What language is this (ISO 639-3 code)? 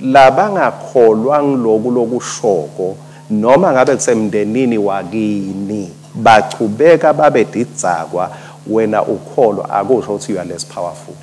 ssw